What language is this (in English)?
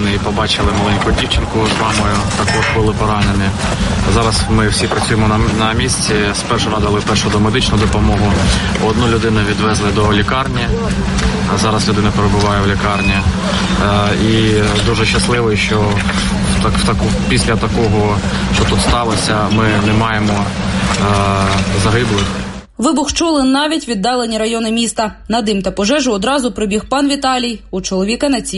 Ukrainian